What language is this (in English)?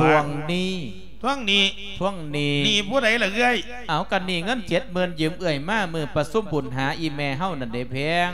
Lao